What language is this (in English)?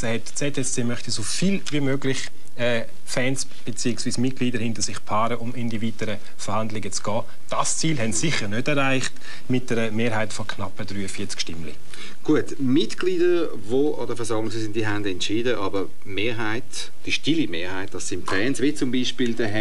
German